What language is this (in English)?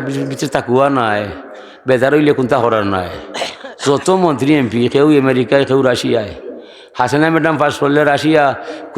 Sylheti